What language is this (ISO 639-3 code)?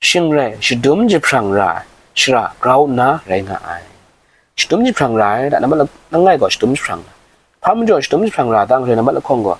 kac